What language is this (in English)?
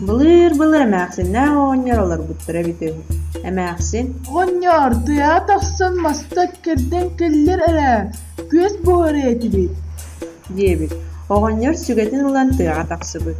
Yakut